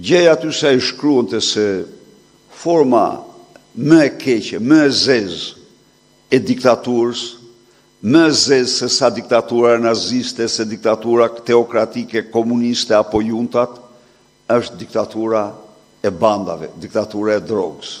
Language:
Albanian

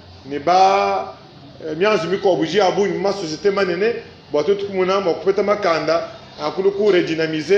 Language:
Luba-Lulua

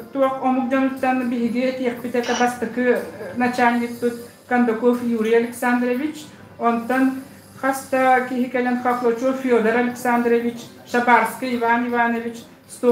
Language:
Yakut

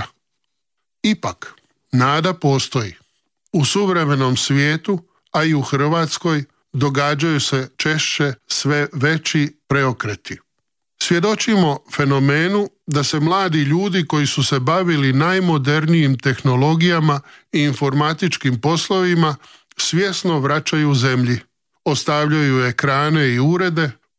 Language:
Croatian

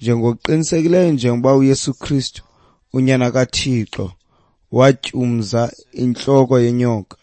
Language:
Xhosa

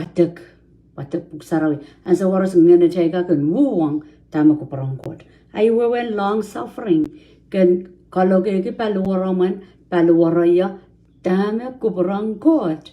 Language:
Pohnpeian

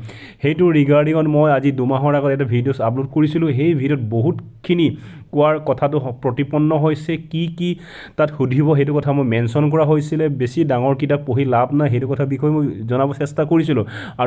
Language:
Assamese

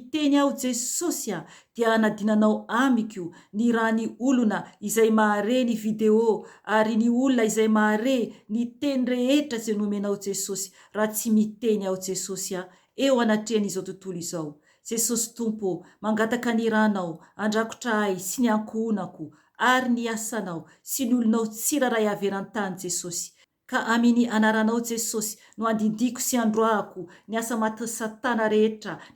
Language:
Malagasy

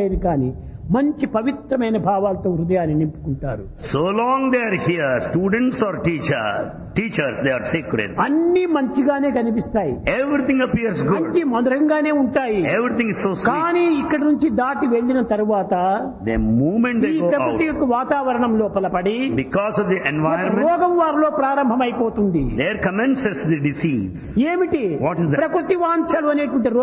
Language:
Telugu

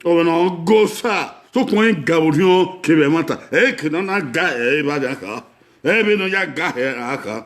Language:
Bini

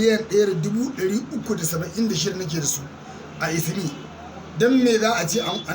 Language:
Hausa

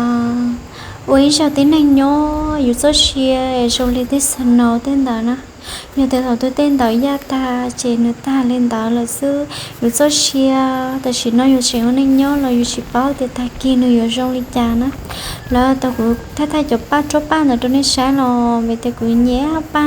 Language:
Hmong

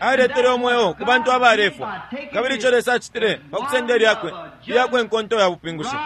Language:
Bemba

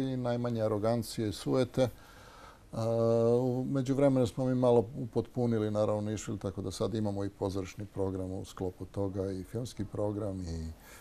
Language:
Serbian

